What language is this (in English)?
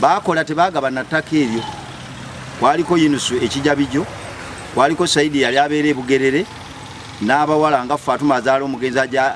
Ganda